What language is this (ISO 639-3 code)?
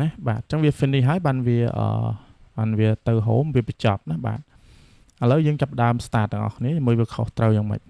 khm